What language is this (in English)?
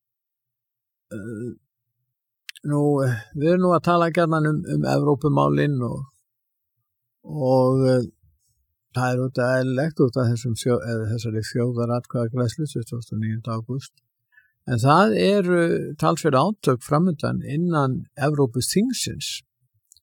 Icelandic